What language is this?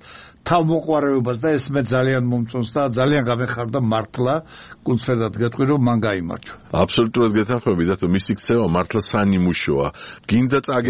Georgian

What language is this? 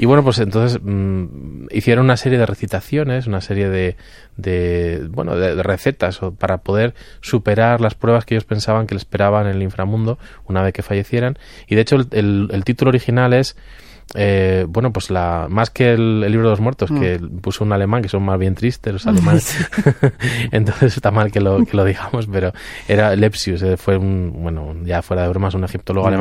Spanish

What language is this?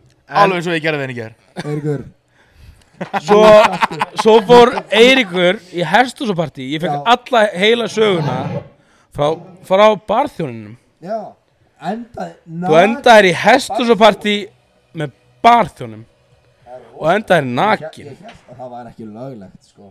Icelandic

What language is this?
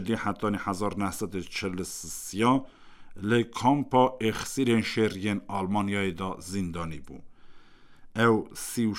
Kurdish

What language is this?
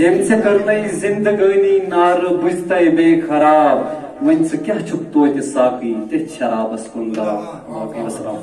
Kashmiri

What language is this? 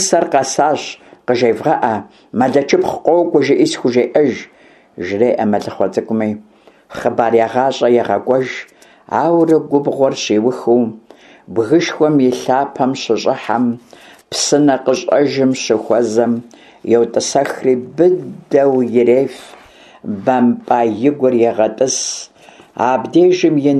Kabardian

